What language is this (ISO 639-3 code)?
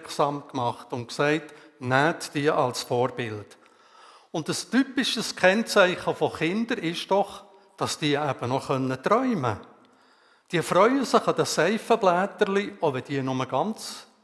gsw